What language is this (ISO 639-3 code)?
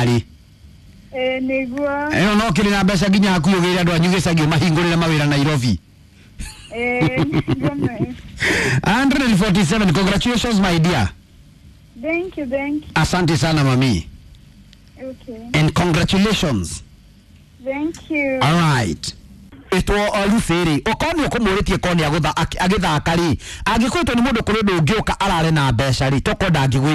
kik